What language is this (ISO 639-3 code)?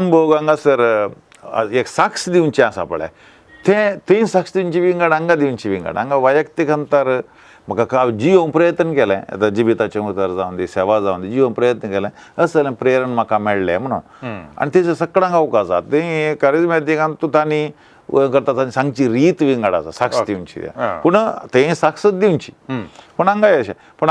kok